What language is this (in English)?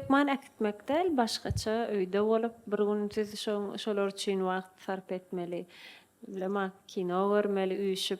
Turkmen